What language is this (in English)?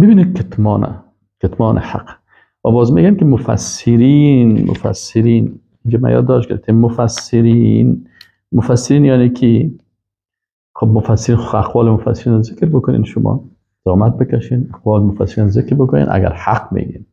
Persian